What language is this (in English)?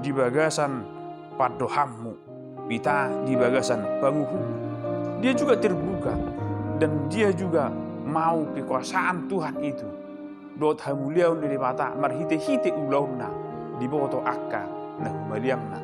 Batak Toba